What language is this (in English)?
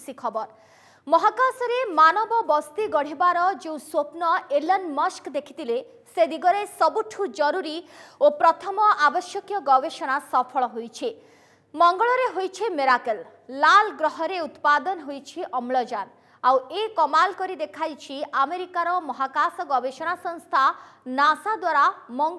Odia